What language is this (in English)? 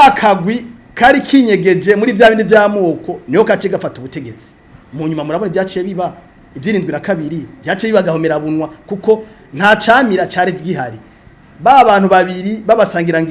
Rundi